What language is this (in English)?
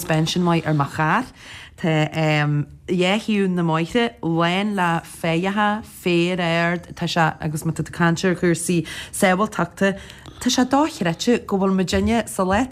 Irish